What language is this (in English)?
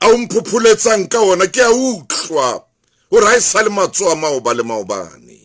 Southern Sotho